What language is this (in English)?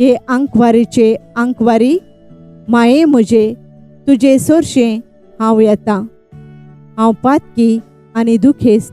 Konkani